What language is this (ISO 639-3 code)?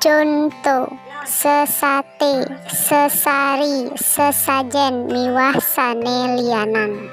ban